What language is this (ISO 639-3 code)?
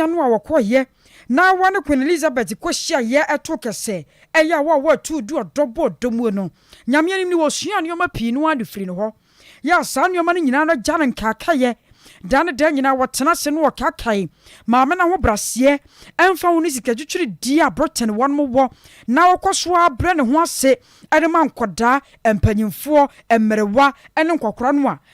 aka